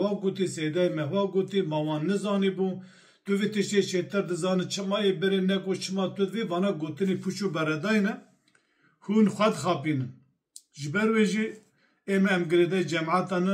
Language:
Kurdish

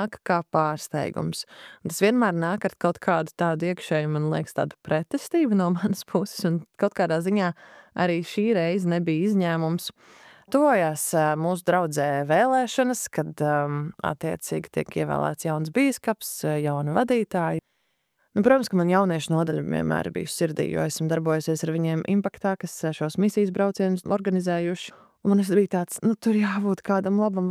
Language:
Latvian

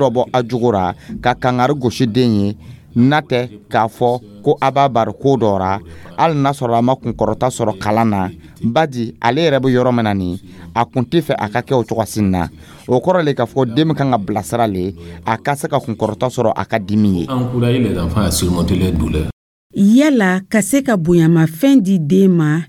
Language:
Dyula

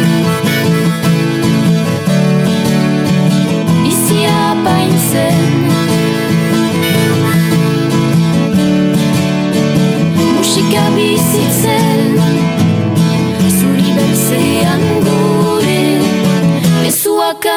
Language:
Basque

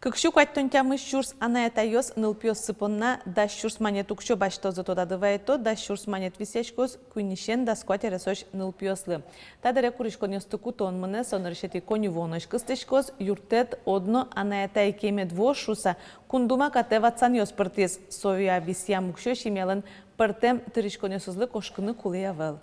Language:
Udmurt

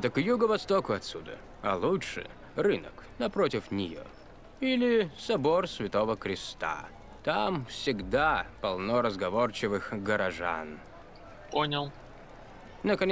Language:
Russian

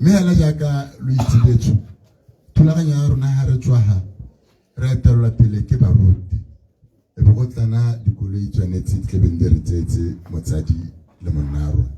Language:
Tswana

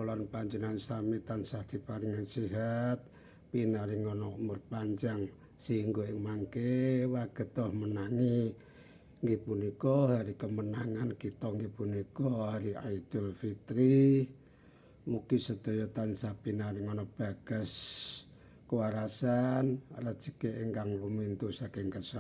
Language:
Javanese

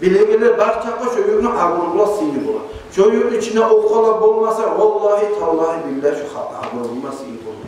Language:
Kumyk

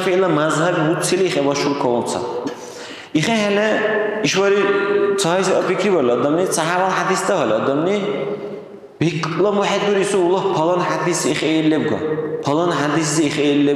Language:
Dargwa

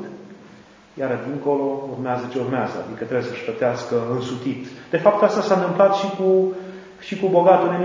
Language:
Romanian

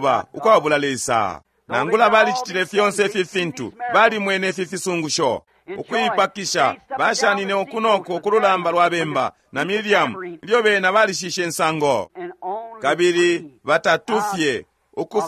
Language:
Bemba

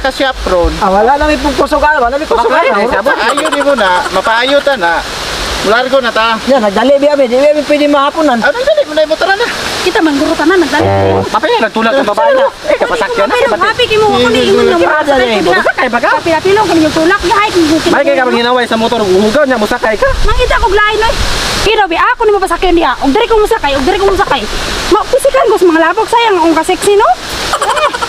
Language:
Cebuano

